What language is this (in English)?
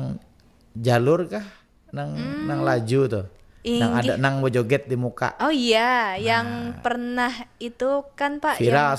Banjar